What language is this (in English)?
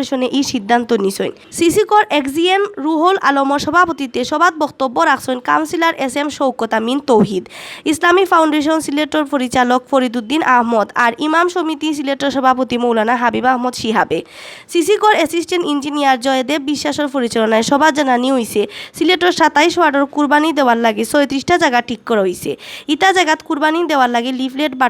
Sylheti